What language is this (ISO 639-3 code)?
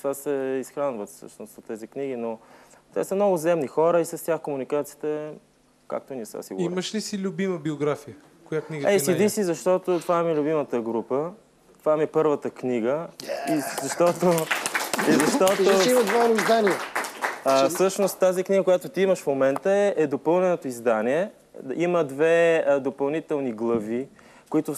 bul